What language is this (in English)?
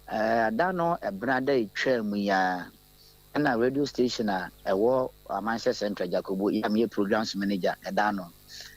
Akan